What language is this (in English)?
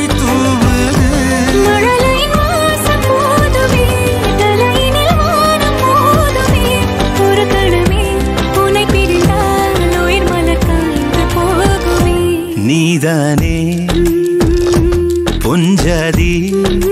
Tamil